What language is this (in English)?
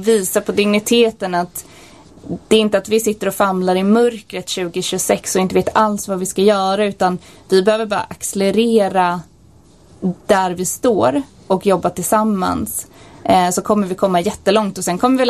Swedish